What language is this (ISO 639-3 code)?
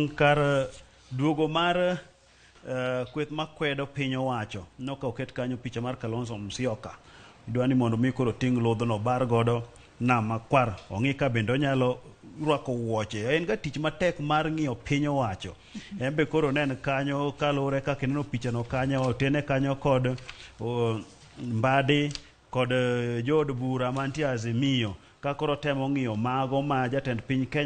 luo